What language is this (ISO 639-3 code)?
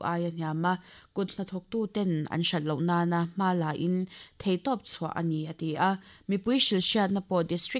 lus